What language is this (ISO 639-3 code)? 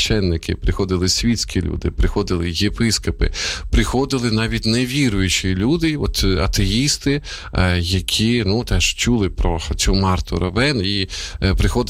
ukr